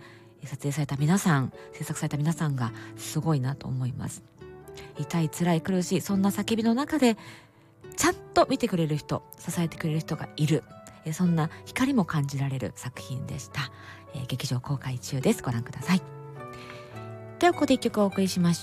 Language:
Japanese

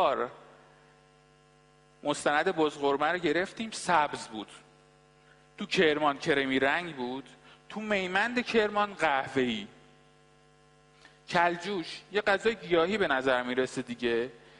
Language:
Persian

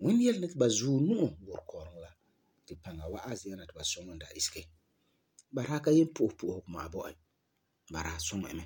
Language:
Frafra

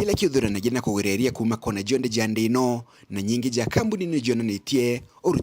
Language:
Meru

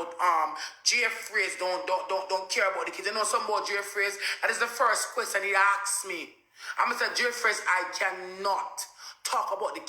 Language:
Jamaican Creole English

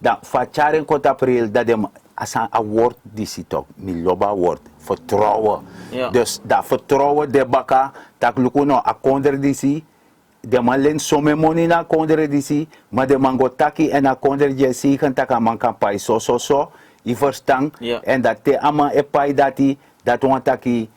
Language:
Sranan Tongo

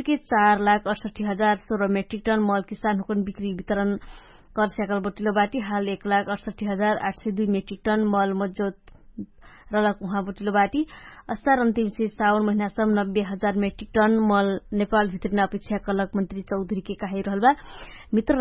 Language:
Dangaura Tharu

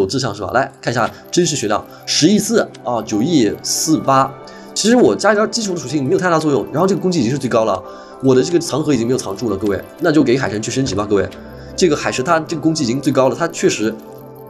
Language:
Chinese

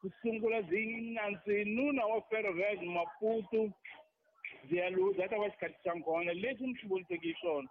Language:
Tsonga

